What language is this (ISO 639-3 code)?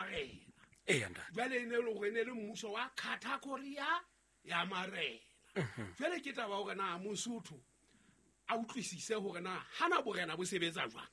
sot